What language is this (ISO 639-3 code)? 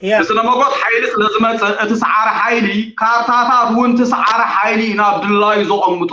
tir